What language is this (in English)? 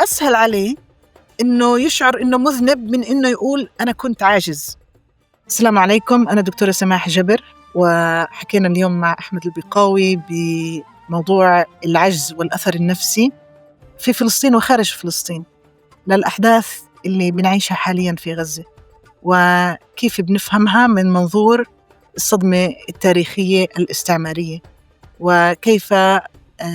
North Levantine Arabic